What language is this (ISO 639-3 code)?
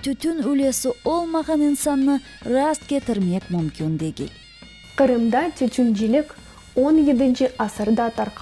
crh